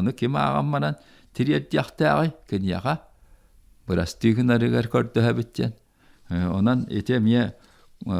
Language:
Yakut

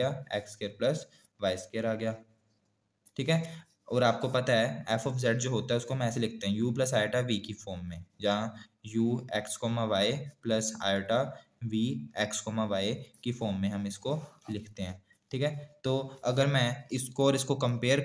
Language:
Hindi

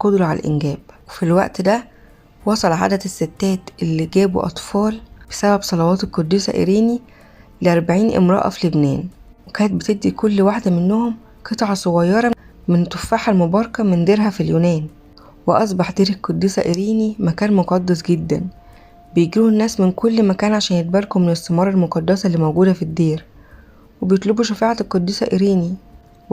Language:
Egyptian Arabic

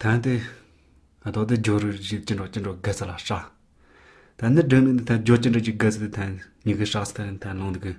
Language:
Tibetan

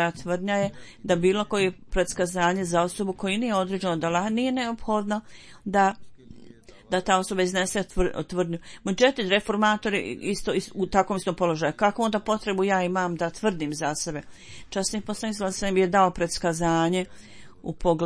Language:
Bosnian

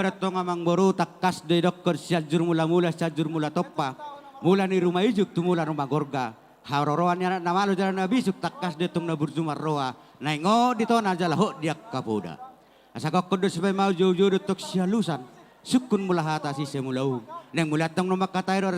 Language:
Batak Toba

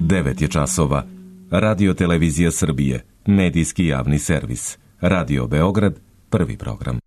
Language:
Serbian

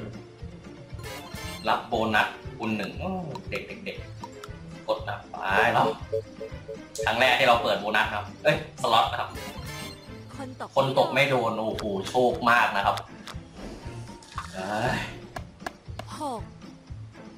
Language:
Thai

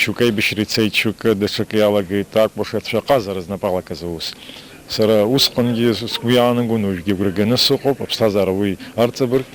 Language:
Abkhazian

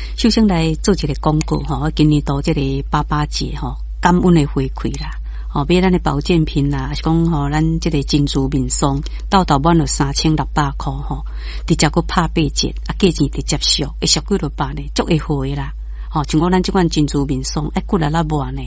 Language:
Min Nan Chinese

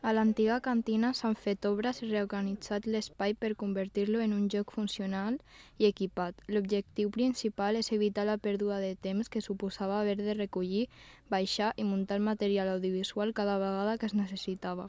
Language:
Catalan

